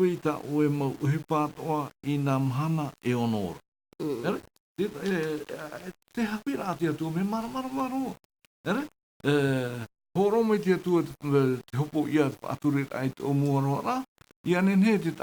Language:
Tahitian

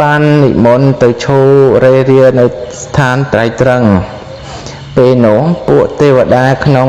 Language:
Khmer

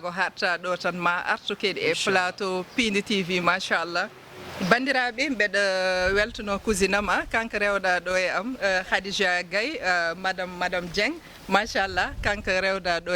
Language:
Fula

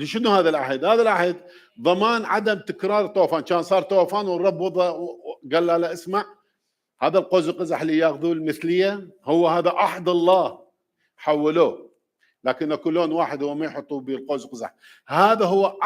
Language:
Mesopotamian Arabic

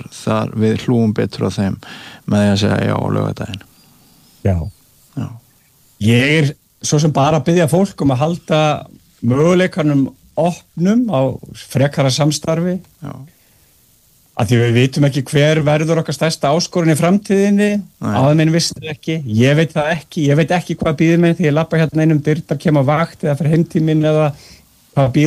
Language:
Icelandic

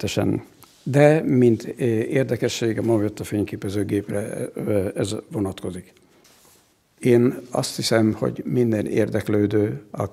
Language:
Hungarian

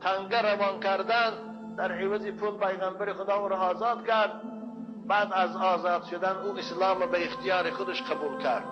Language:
Tajik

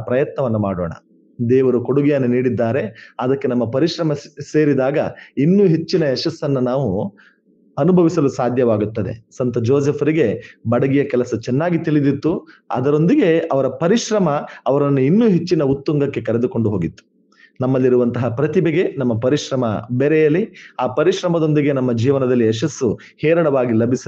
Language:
Kannada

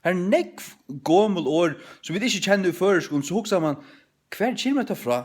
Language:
Faroese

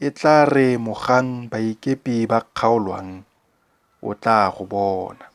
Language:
Tswana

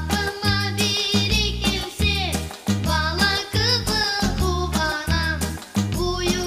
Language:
Crimean Tatar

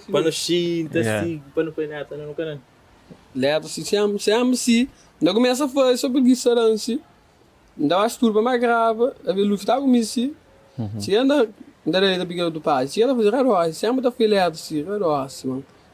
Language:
Kabuverdianu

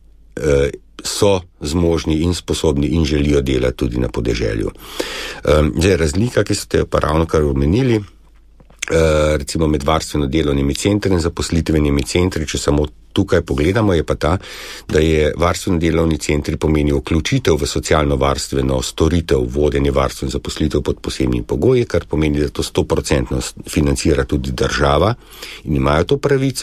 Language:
Slovenian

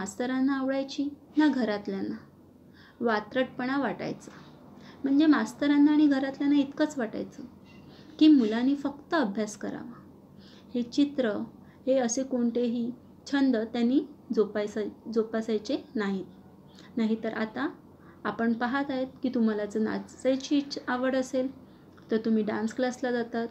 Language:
Marathi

